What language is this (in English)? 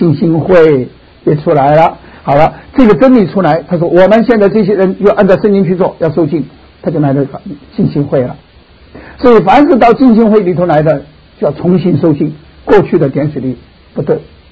Chinese